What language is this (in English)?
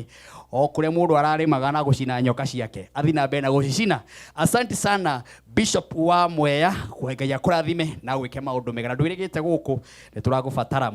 Kikuyu